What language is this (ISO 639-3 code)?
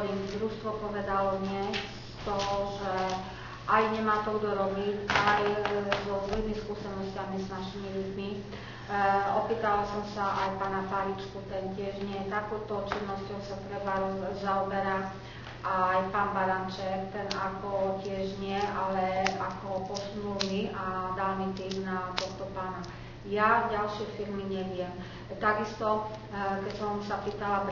slk